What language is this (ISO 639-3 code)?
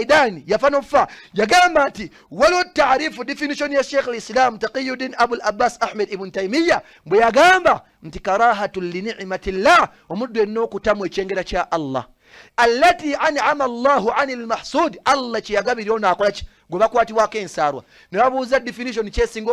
lug